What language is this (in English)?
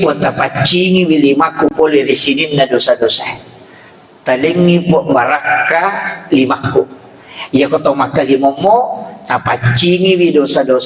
Buginese